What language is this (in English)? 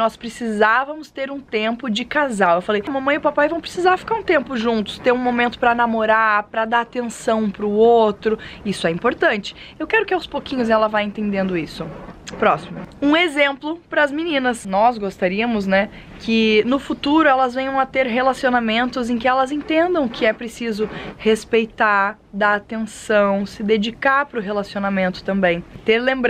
Portuguese